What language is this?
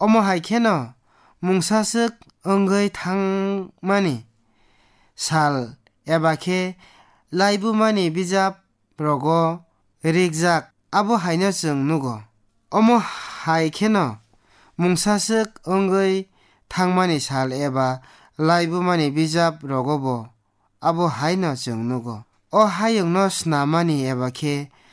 Kok Borok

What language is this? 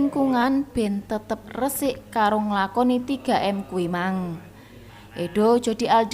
Javanese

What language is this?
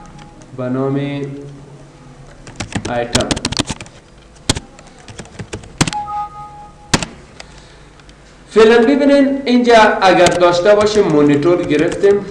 Persian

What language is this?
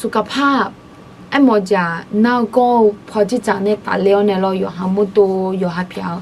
Akha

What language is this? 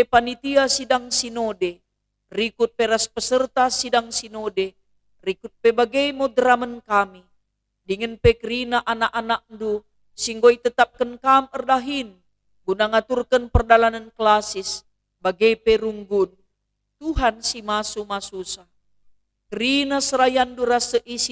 Batak Karo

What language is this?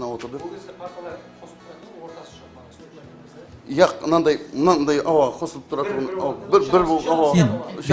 Kara-Kalpak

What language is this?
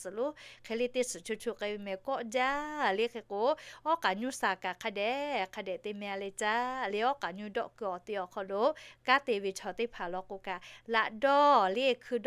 Lahu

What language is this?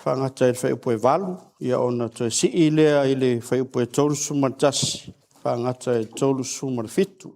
Samoan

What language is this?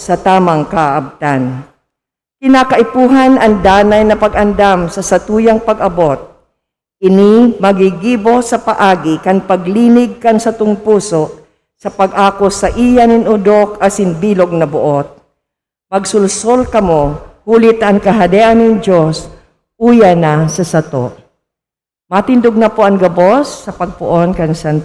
Bikol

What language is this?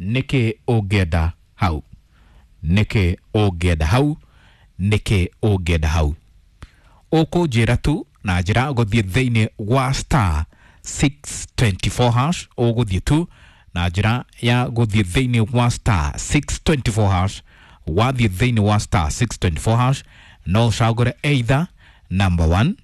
Kikuyu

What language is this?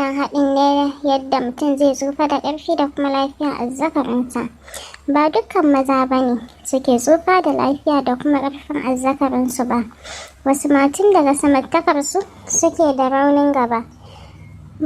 Hausa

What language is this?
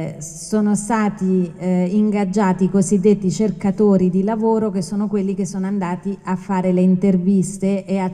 Italian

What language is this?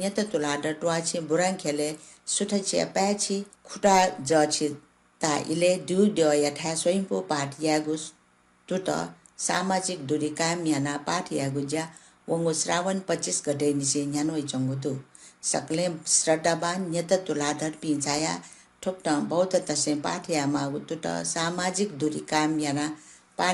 Newari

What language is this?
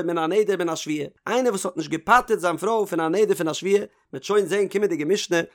Yiddish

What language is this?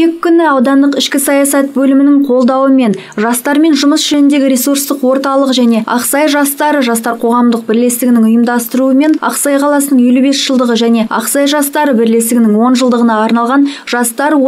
Kazakh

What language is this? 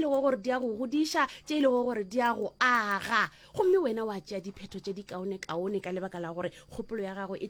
Northern Sotho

